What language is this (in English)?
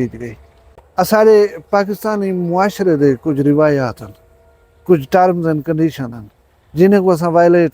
Saraiki